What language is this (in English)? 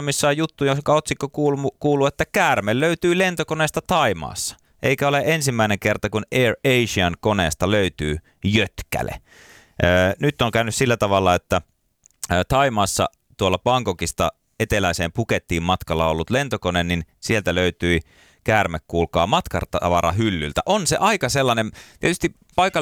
Finnish